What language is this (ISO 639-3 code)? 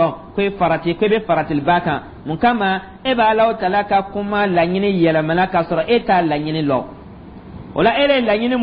dyu